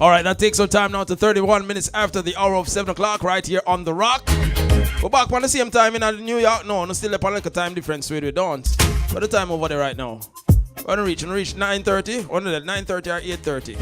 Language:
Jamaican Creole English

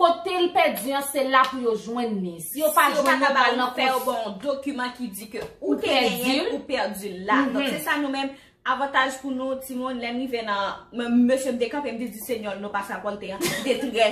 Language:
Haitian Creole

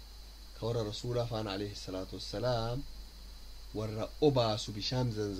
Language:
Oromo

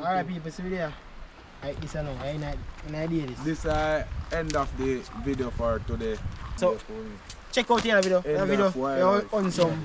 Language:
Jamaican Creole English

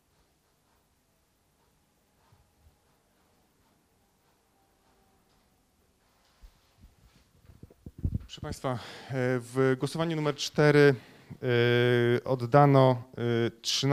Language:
Polish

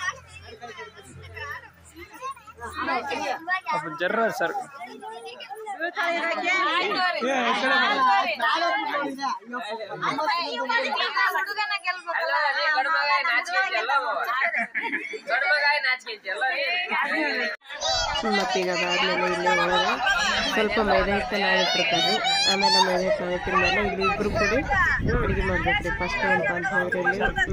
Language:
Kannada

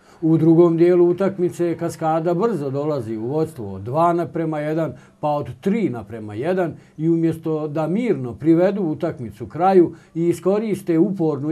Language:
Croatian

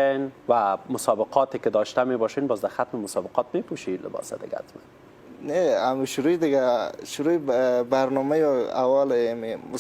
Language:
Persian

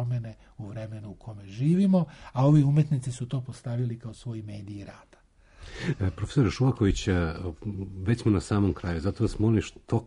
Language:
Serbian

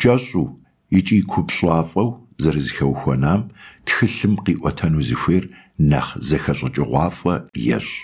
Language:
Kabardian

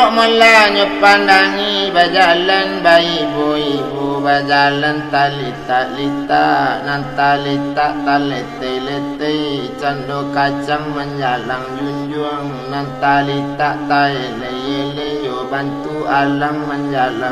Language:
Minangkabau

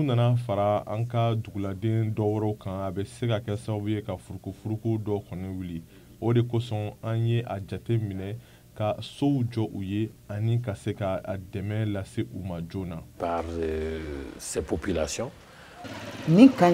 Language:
Bambara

